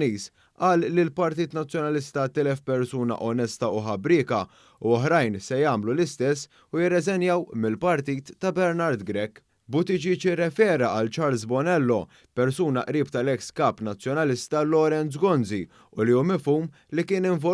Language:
Maltese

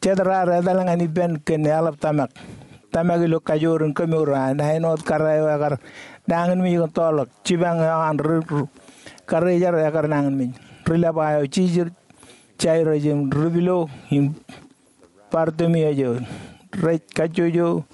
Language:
Marshallese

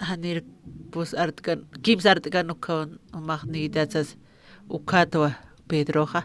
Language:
Aymara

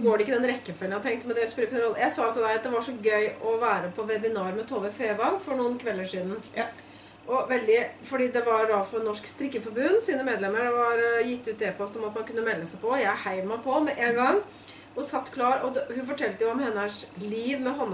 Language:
Norwegian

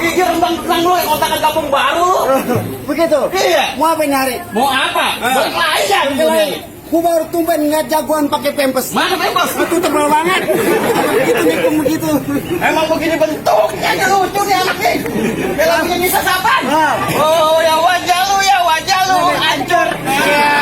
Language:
Betawi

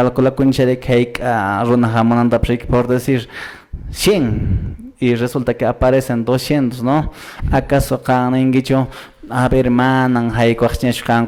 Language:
Quechua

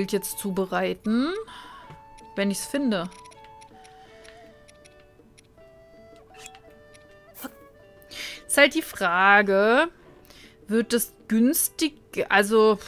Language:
German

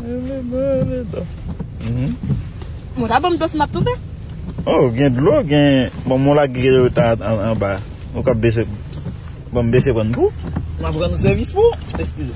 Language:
Haitian Creole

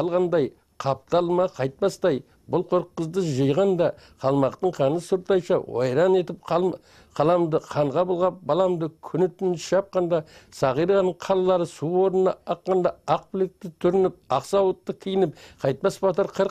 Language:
Kara-Kalpak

